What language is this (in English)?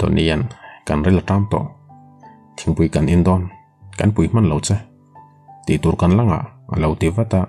Mizo